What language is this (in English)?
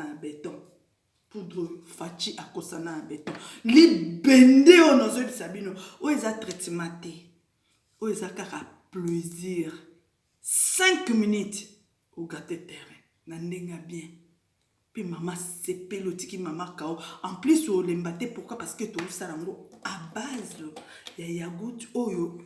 Lingala